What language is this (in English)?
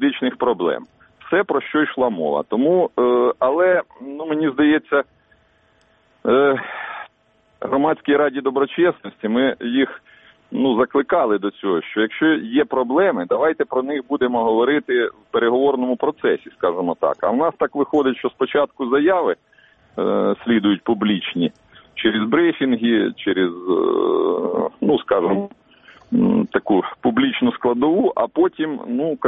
Ukrainian